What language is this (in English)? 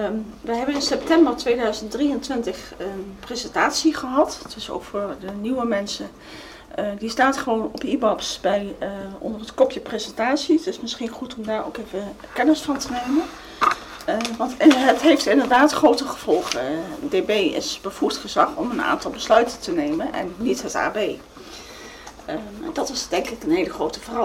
Dutch